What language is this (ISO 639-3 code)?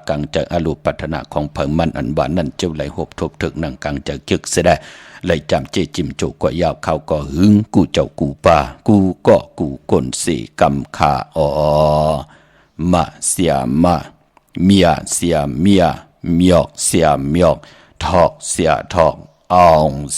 shn